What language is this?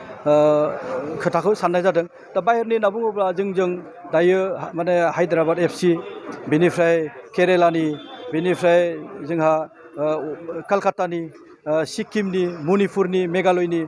Bodo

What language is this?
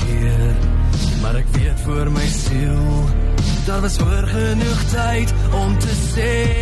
Afrikaans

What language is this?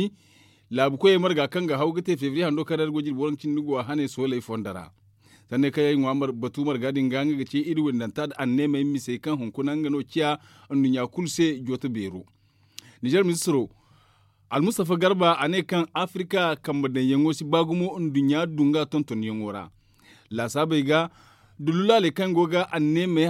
Zarma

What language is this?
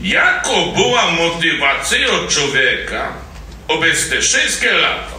Silesian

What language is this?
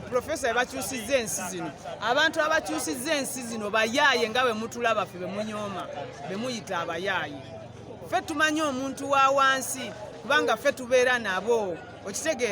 Ganda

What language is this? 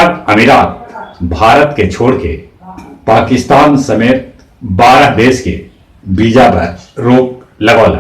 Magahi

